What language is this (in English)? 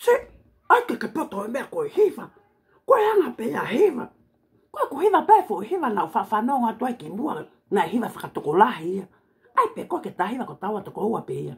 Tongan